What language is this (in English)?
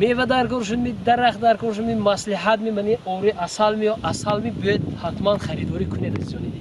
Tajik